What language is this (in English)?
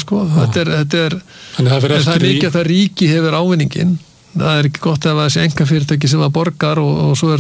Icelandic